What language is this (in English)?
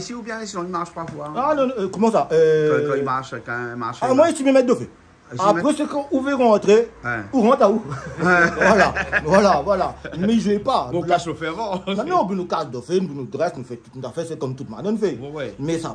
Réunion Creole French